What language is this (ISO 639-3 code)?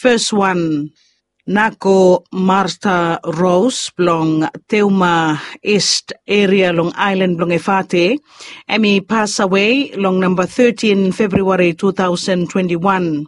bis